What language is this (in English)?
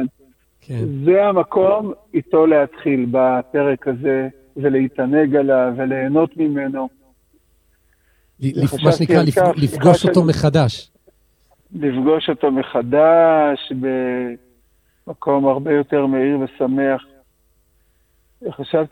Hebrew